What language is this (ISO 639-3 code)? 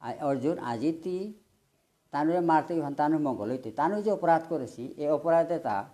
bpy